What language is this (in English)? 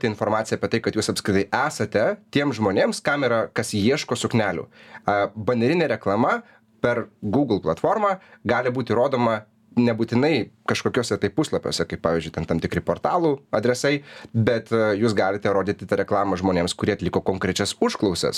Lithuanian